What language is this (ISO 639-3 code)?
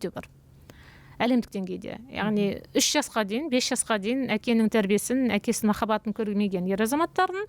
kaz